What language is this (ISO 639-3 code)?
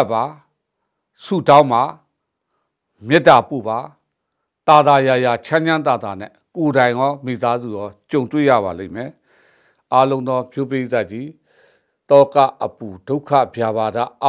mya